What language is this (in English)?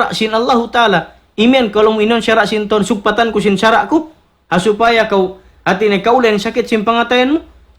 Tausug